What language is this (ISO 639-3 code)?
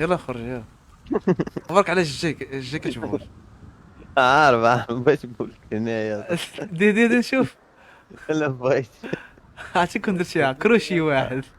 ary